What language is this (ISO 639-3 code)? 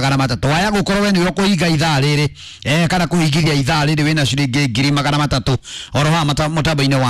kik